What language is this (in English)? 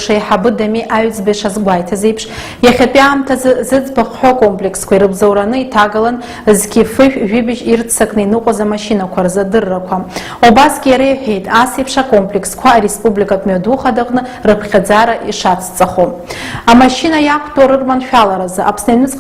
Abkhazian